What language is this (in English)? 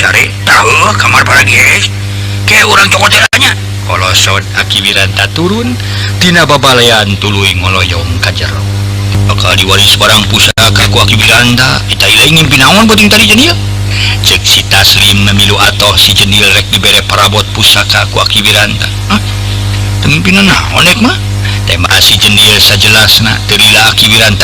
Sundanese